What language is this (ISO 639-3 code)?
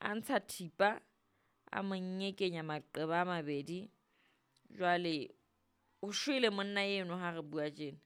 sot